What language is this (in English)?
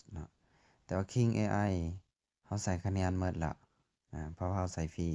Lao